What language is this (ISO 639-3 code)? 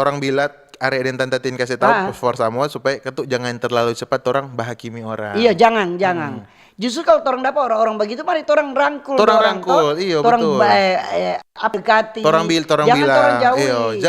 xmm